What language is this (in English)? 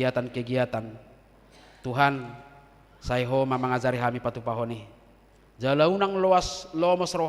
Batak Toba